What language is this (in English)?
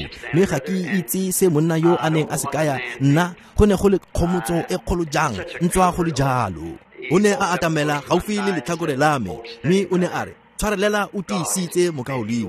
Tswana